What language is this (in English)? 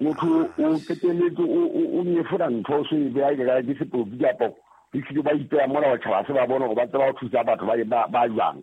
Southern Sotho